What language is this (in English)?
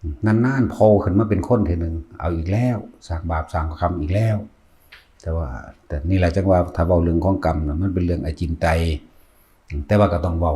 Northeastern Thai